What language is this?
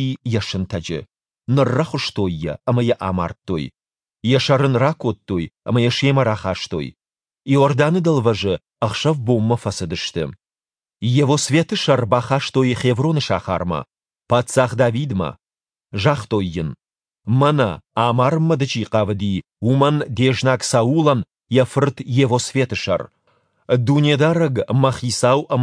Ossetic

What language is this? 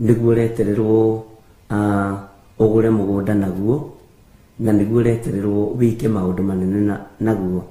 Kikuyu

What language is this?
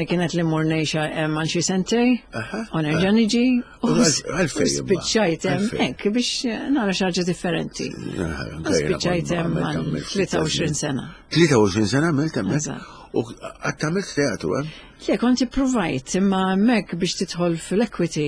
Maltese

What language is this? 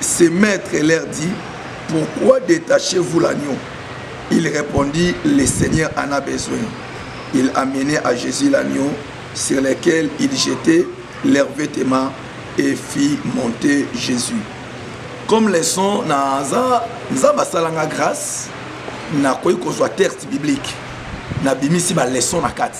Lingala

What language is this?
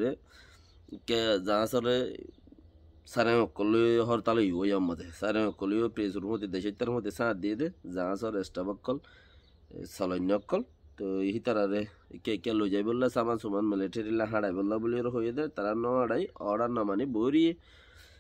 Rohingya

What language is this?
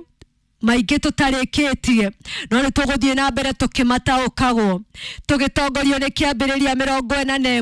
Kikuyu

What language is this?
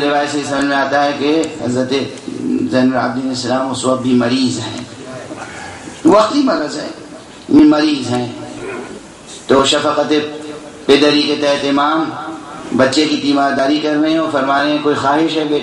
Urdu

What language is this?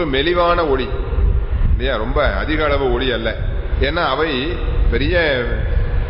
Tamil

